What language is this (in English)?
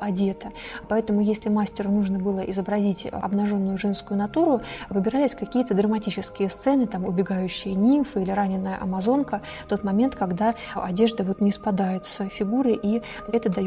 Russian